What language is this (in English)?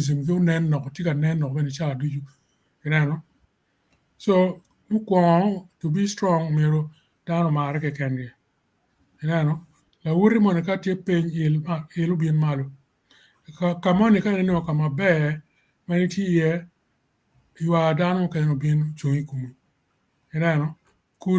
Acoli